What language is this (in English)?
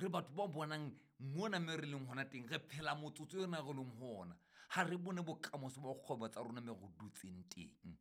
Southern Sotho